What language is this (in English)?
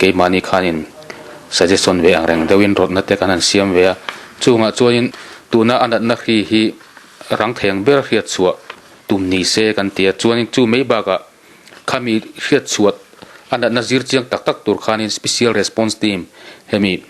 Mizo